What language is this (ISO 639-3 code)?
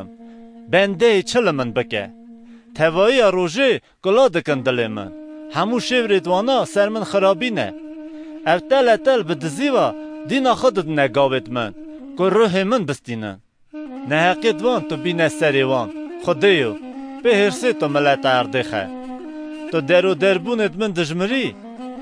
kur